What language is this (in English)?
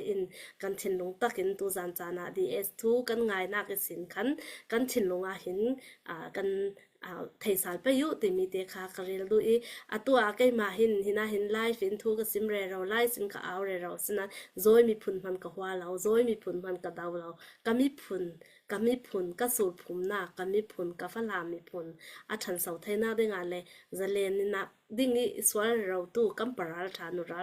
Falam Chin